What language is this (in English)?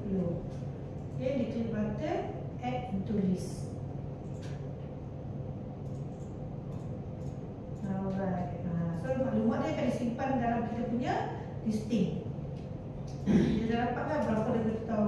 Malay